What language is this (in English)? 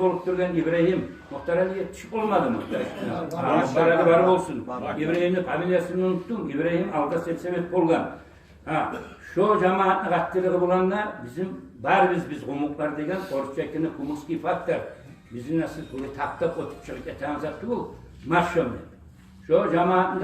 Kumyk